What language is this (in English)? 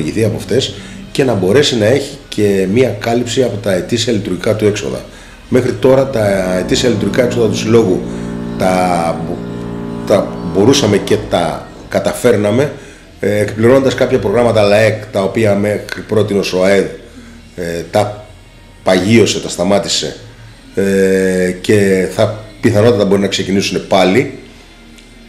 Greek